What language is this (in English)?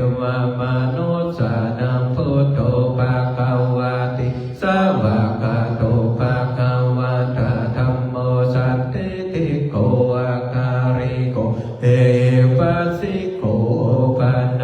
Pali